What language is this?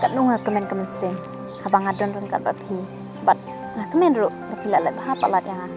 Khasi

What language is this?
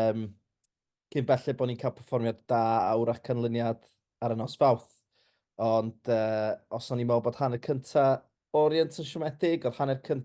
Welsh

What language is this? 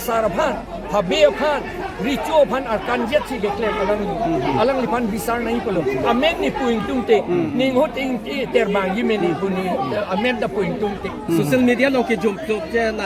Karbi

